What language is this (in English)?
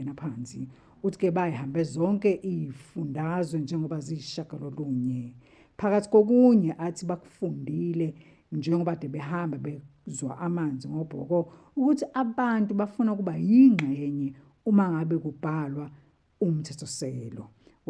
Zulu